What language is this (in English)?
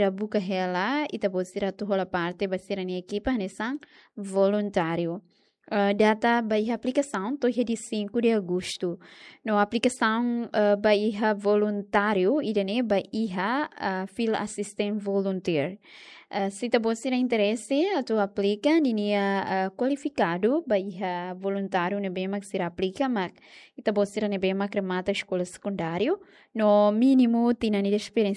Tetum